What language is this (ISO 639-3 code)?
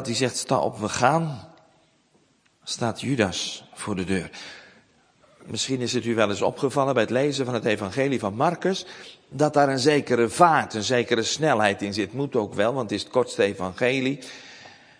nld